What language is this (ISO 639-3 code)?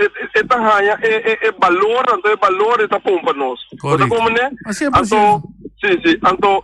pap